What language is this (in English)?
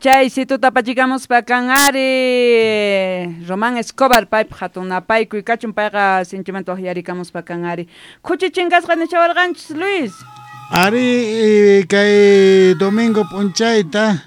South Bolivian Quechua